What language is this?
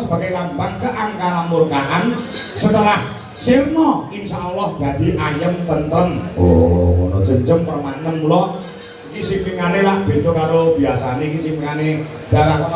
Javanese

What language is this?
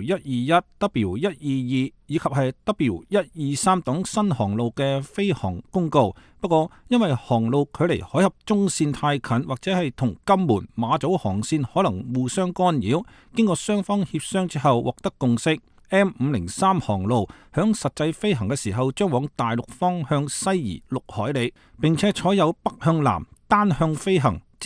Cantonese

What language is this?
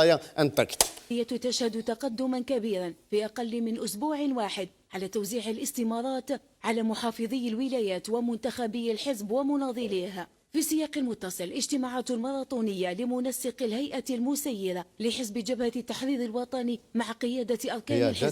Kabyle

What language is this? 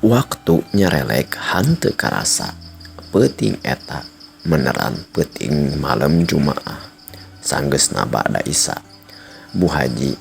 Sundanese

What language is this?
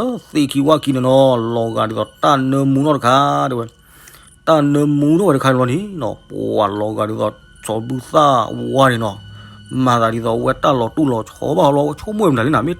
S'gaw Karen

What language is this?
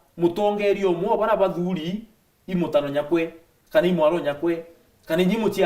Meru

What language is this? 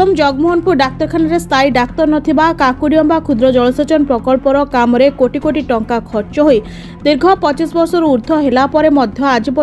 Odia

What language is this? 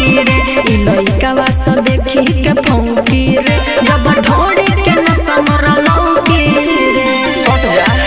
Bhojpuri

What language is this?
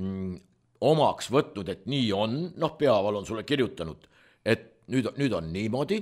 Estonian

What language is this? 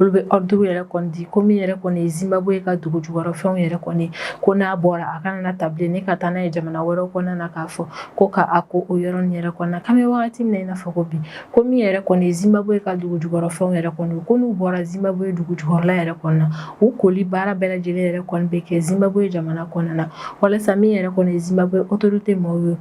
Bambara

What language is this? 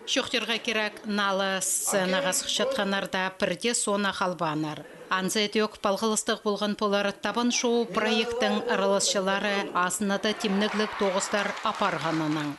Khakas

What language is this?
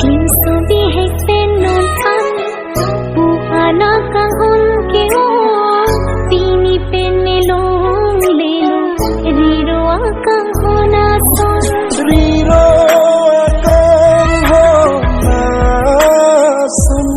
Karbi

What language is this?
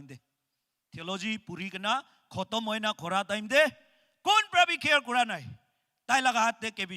Naga Pidgin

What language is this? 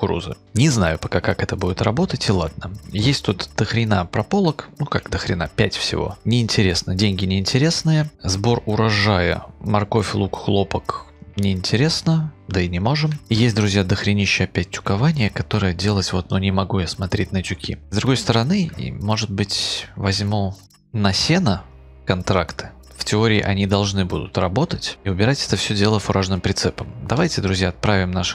Russian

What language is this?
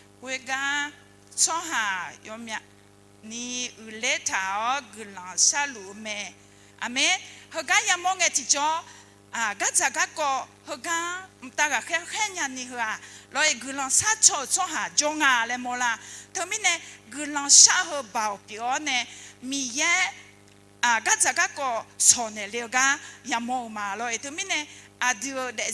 Akha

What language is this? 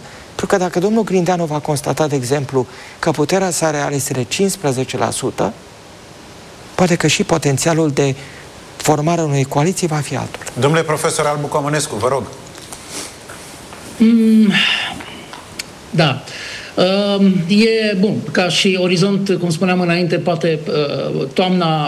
Romanian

